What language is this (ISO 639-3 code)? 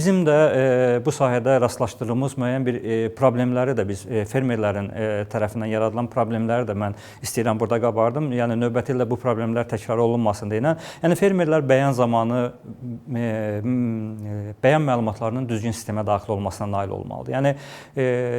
aze